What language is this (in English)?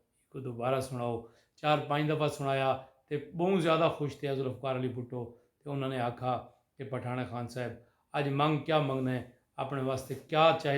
Saraiki